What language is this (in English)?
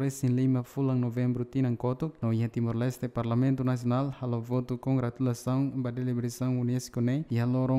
Tetum